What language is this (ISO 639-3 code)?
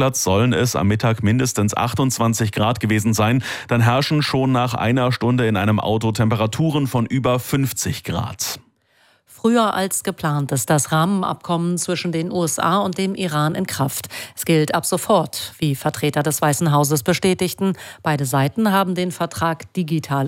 deu